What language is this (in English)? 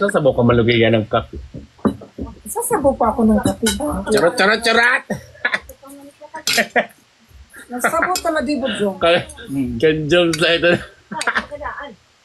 Filipino